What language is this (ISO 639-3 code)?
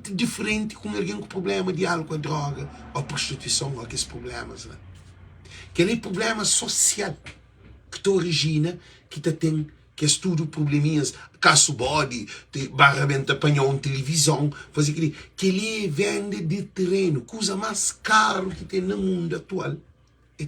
kea